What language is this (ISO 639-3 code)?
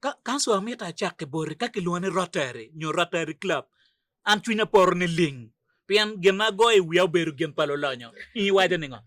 ach